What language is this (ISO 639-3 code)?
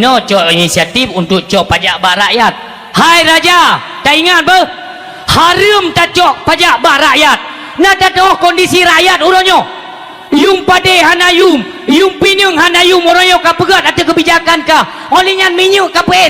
ace